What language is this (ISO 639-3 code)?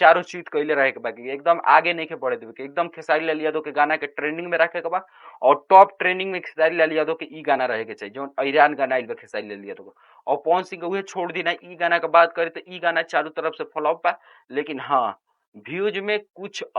bho